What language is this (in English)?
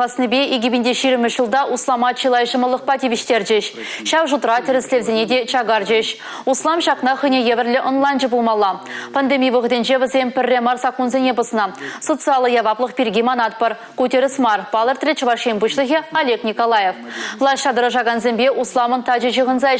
Chuvash